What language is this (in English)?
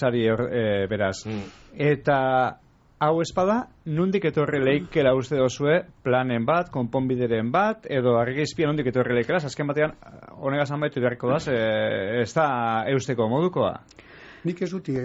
Basque